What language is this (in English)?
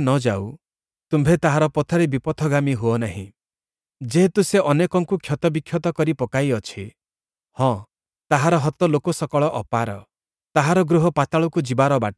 Odia